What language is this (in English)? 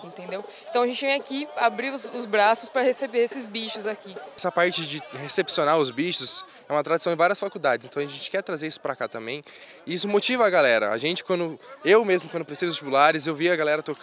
Portuguese